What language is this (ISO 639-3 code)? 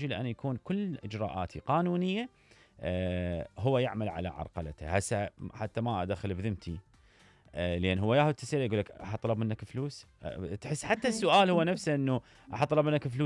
acm